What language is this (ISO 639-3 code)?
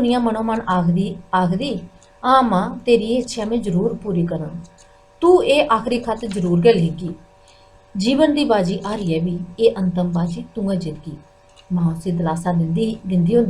doi